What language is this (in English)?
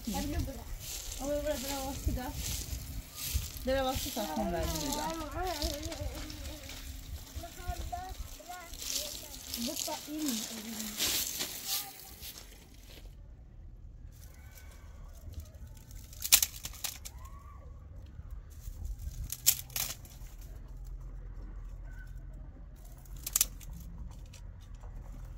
Persian